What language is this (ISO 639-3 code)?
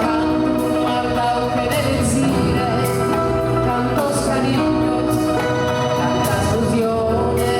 srd